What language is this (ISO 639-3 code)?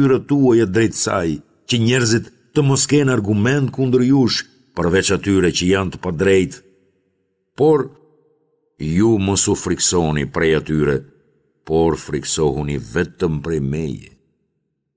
sqi